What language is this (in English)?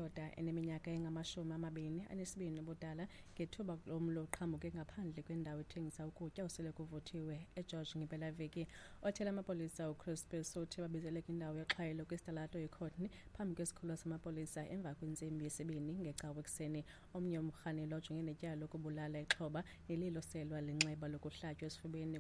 Xhosa